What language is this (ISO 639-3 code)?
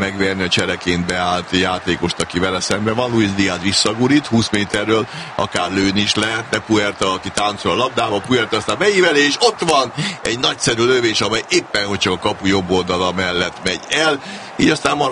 hun